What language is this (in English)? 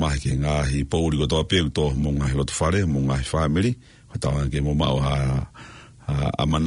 Tongan